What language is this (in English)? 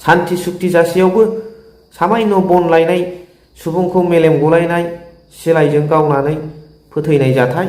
Bodo